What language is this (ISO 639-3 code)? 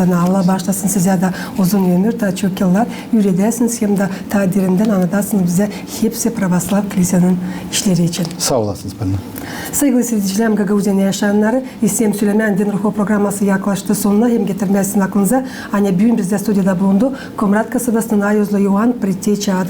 gag